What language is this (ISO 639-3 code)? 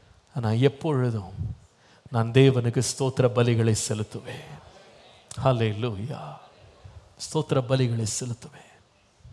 tam